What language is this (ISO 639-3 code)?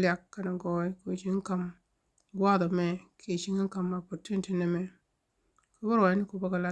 nus